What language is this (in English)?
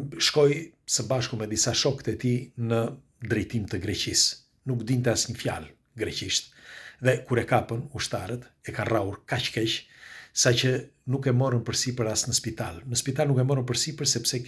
Albanian